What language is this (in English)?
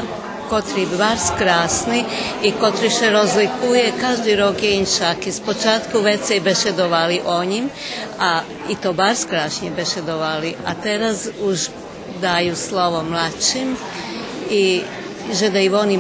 Rusyn